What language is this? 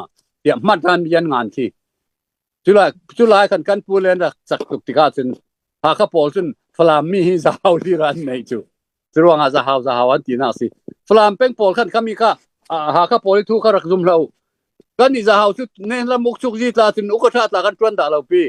Falam Chin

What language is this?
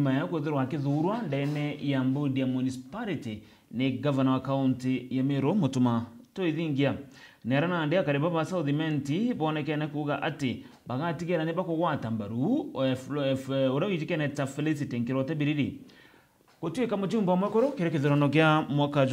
Meru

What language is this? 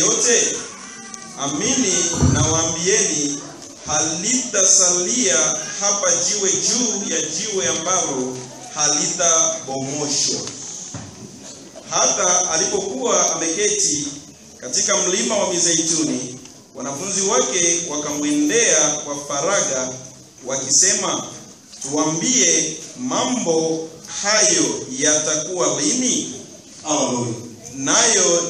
Swahili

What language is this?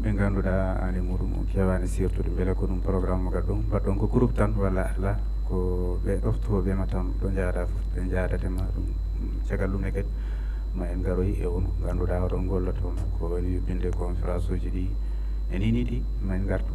Fula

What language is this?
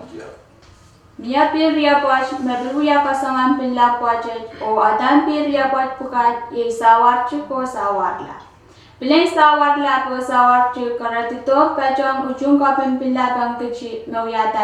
Pohnpeian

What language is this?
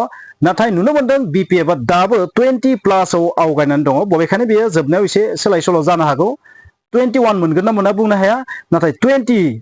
Bodo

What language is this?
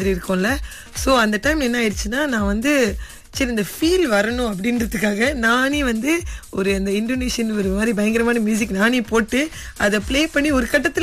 Tamil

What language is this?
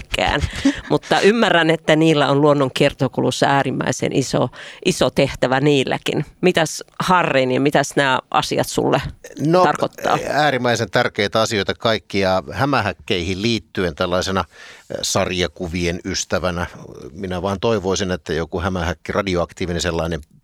Finnish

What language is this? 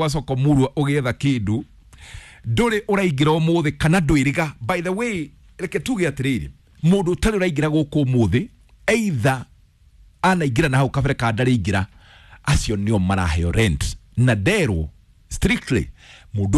Kikuyu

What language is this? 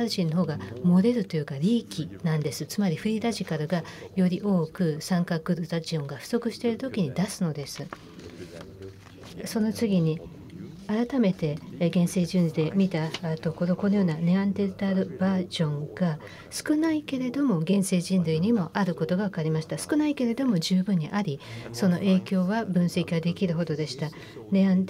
Japanese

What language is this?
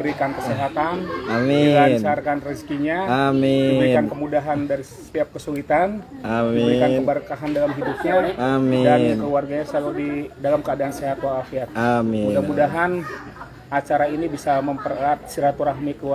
Indonesian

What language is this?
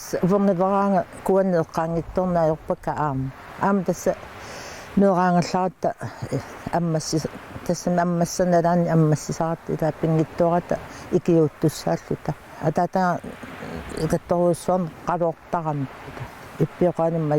Kalaallisut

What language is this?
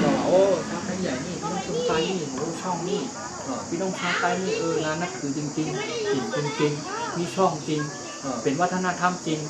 Shan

